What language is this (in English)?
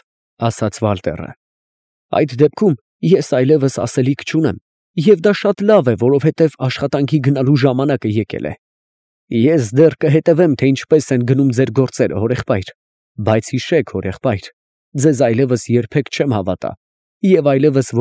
Armenian